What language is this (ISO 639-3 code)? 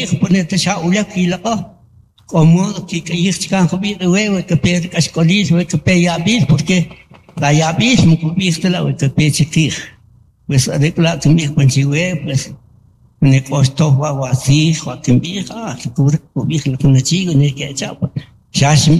cak